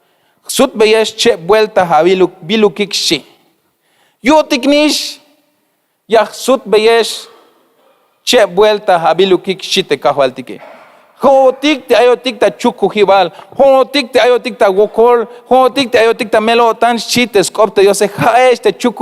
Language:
Tzeltal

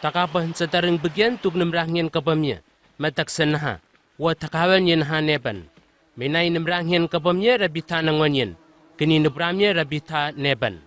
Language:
Southwest Tanna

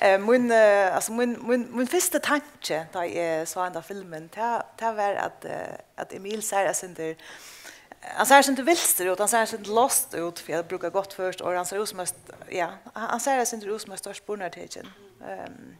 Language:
Faroese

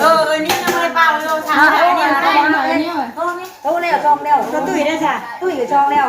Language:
Northeastern Thai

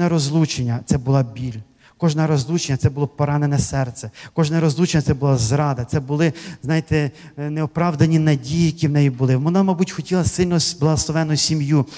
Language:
Ukrainian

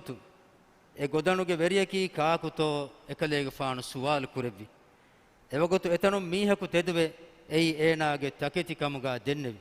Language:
Divehi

